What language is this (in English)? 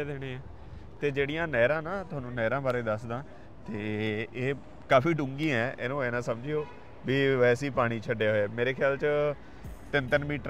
Punjabi